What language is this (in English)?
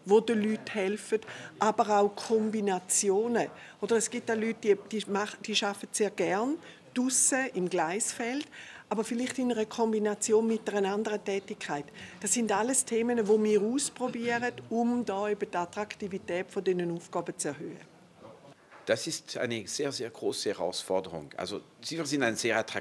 Swiss German